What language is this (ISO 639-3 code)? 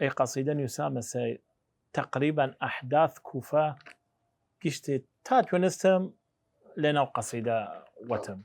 sdh